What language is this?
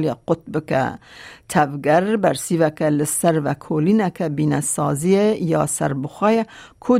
Kurdish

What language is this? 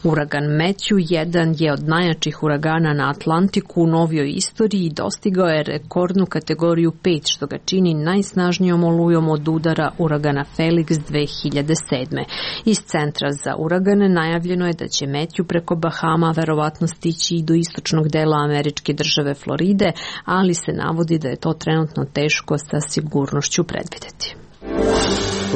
Serbian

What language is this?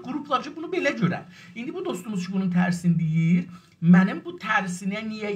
South Azerbaijani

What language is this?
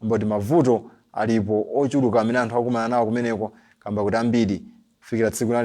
Nyanja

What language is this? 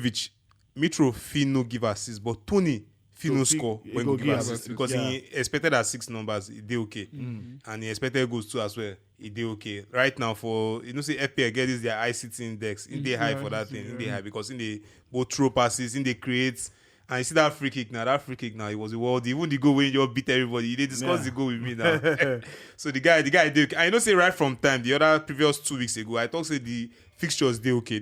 Nigerian Pidgin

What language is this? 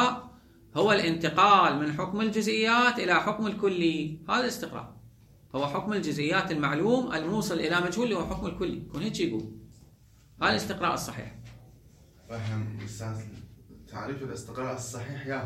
Mesopotamian Arabic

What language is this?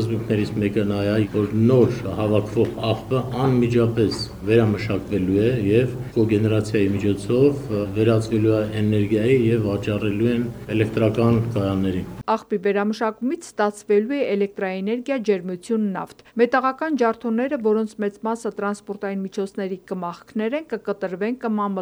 Armenian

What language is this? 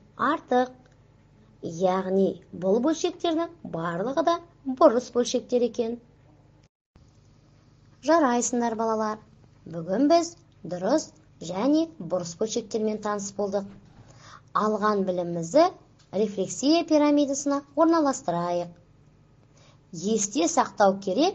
Kazakh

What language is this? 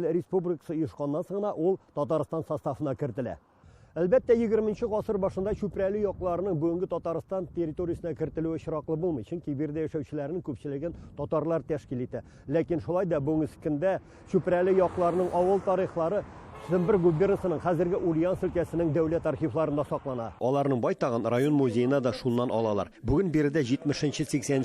Tatar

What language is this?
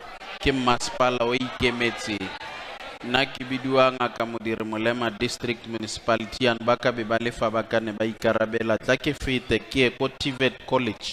Tswana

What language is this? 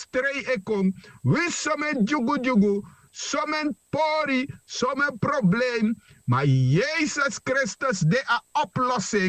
Sranan Tongo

